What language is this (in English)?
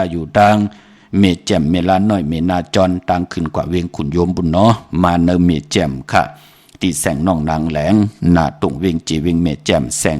Shan